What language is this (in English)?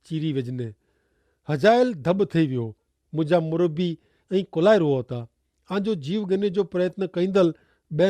Kachhi